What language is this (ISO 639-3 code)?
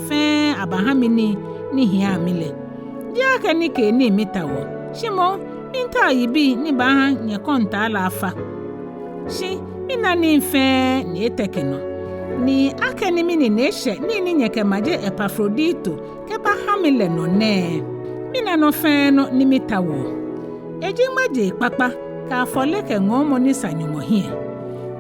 gaa